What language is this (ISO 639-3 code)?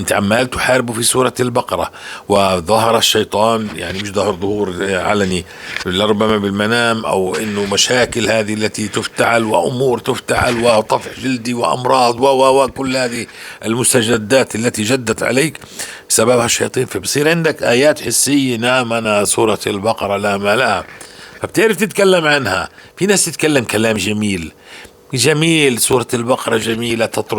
apc